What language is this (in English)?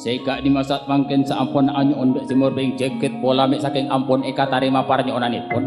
Madurese